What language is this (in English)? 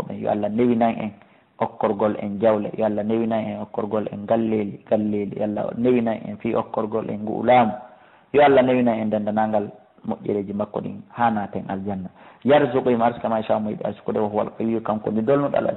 Fula